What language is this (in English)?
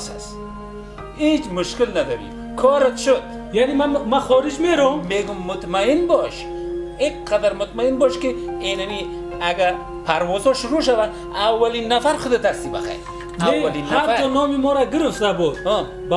Persian